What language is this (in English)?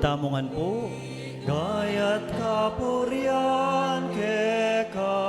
Pampanga